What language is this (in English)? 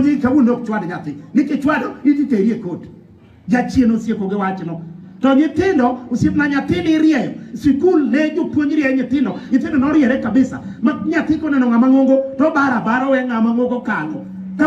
Luo (Kenya and Tanzania)